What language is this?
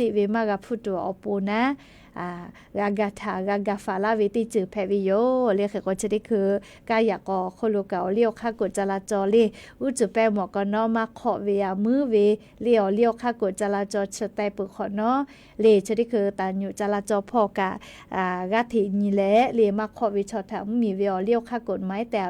Lahu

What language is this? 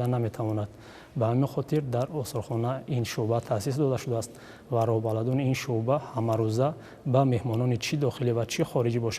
Tajik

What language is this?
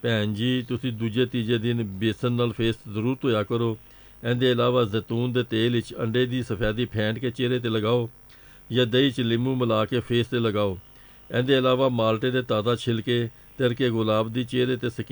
Punjabi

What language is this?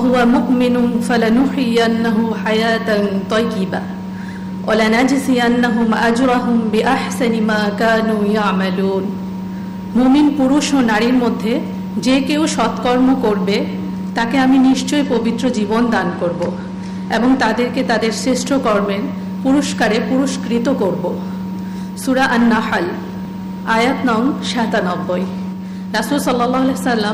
Bangla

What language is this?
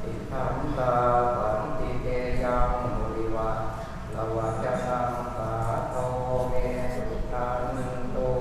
Pali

